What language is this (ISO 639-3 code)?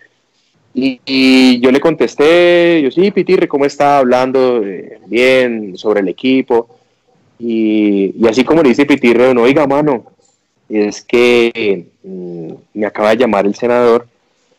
spa